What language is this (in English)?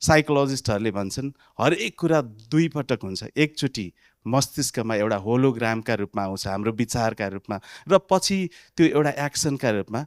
Nepali